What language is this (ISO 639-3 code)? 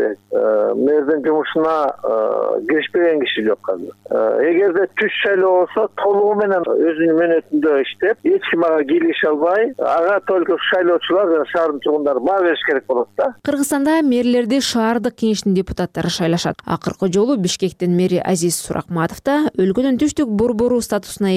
kir